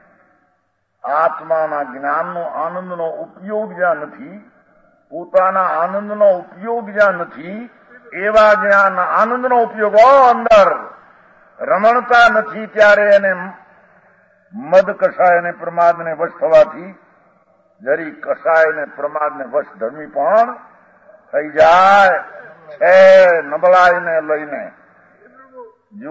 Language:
Gujarati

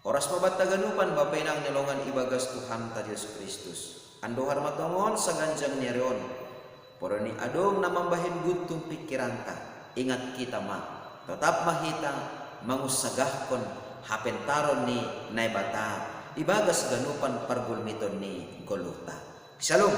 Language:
Batak Simalungun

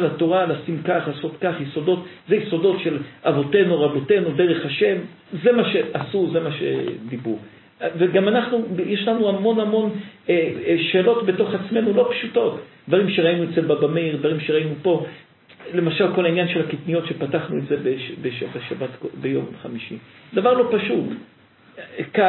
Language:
Hebrew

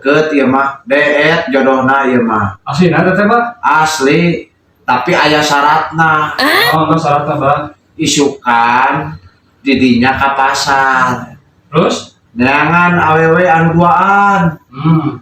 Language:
Sundanese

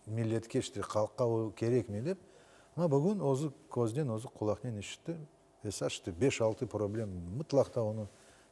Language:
Crimean Tatar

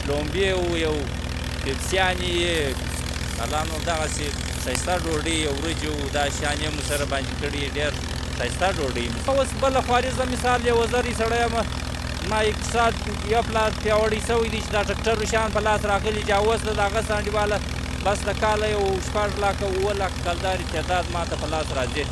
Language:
Pashto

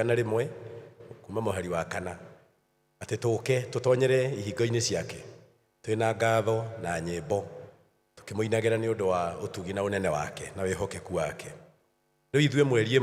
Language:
Kikuyu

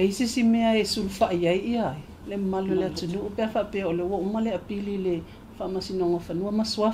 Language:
Samoan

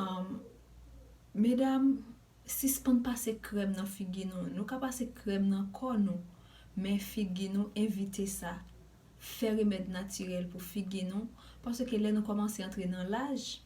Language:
Haitian Creole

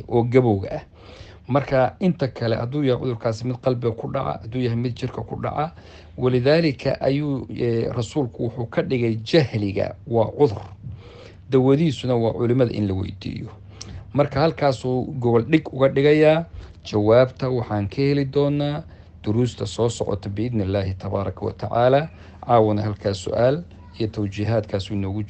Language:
Somali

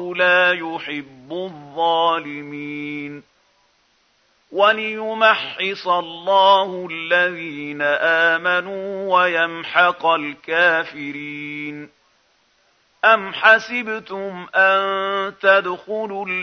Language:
Arabic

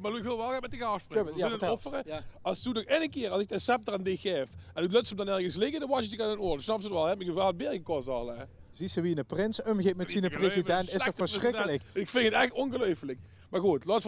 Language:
Limburgish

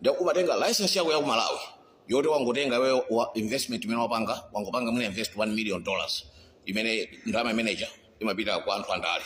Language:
Nyanja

